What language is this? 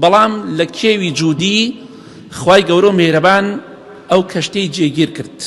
Central Kurdish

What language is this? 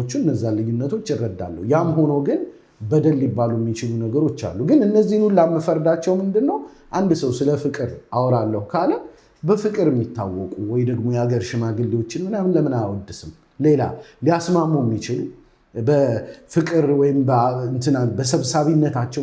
Amharic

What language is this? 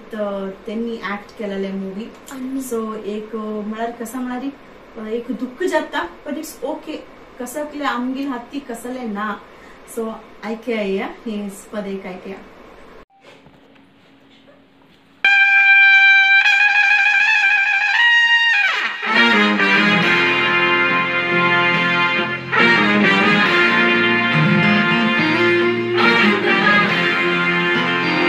Konkani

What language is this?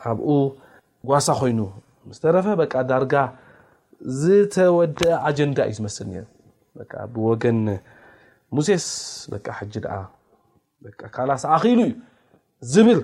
Tigrinya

